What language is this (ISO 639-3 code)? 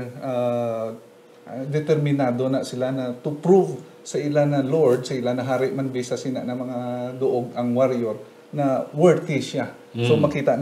hil